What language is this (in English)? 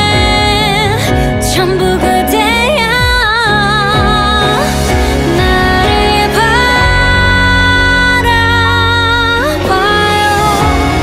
Korean